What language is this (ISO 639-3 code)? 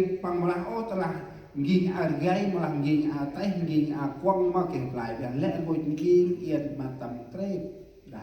cmo